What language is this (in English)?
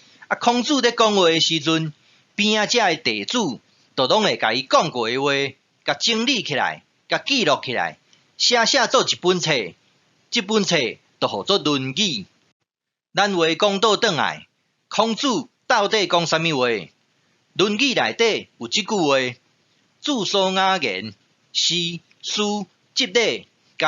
Min Nan Chinese